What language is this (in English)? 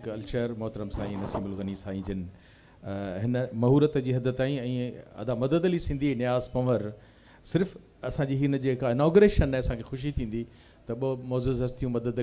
Sindhi